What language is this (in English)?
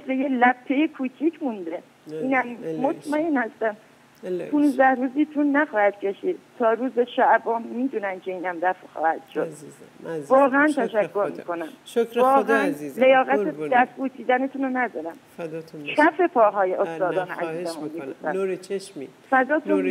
Persian